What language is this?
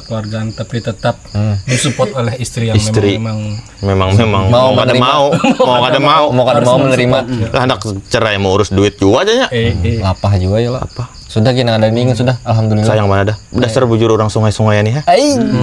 Banjar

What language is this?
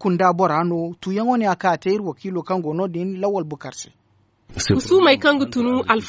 Zarma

